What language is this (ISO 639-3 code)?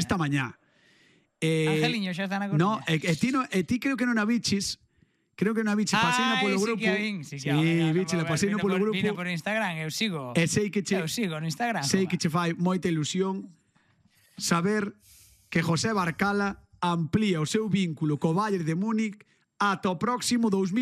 glg